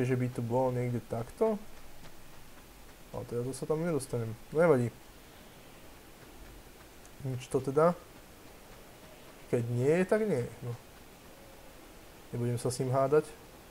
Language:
Slovak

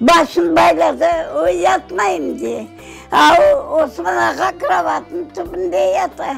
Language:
Crimean Tatar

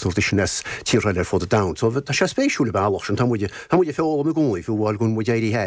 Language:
Irish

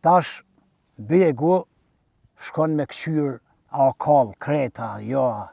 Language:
Albanian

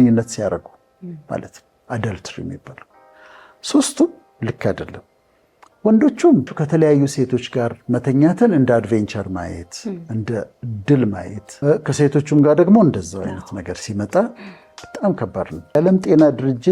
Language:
Amharic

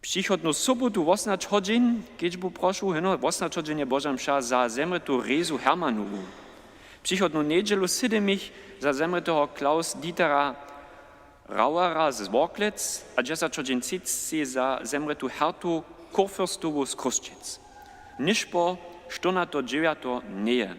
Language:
Upper Sorbian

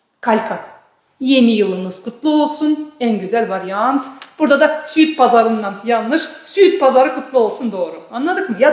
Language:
Gagauz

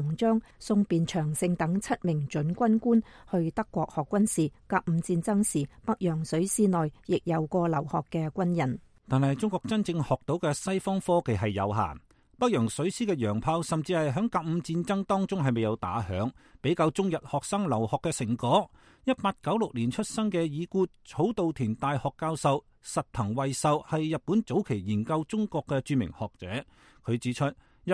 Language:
Cantonese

